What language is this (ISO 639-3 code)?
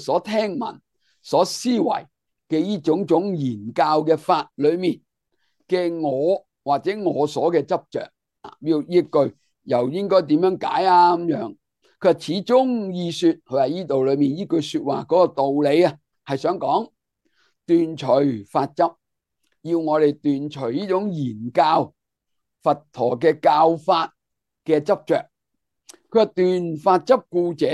yue